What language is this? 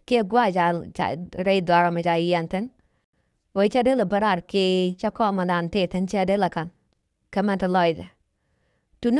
Nuer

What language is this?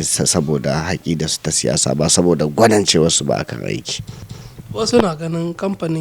Hausa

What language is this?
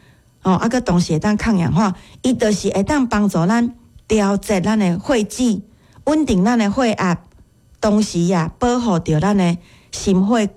Min Nan Chinese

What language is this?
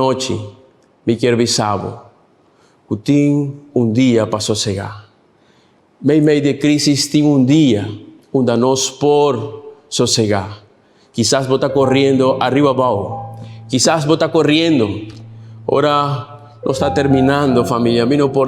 Papiamento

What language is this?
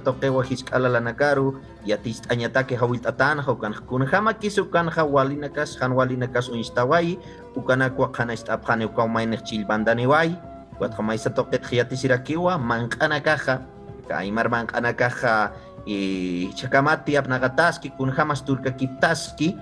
Aymara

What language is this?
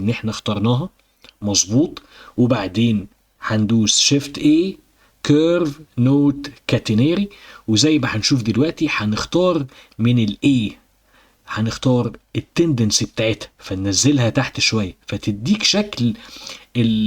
Egyptian Arabic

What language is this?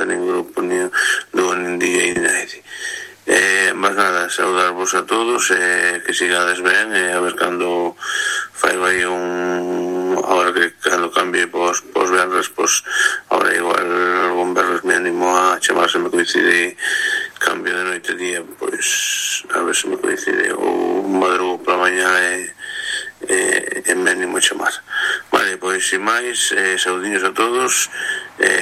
Galician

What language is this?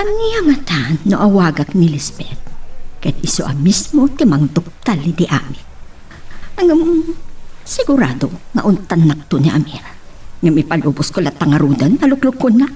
Iloko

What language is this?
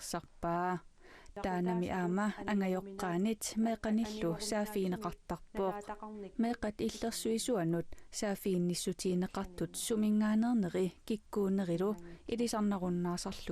Kalaallisut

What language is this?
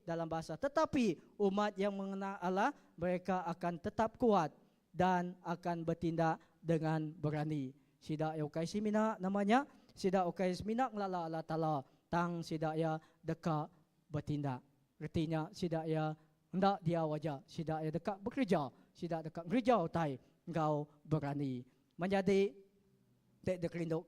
Iban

